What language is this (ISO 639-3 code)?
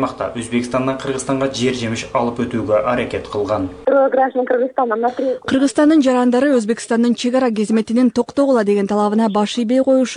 kir